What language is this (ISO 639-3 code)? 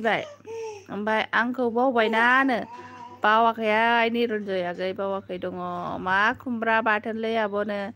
brx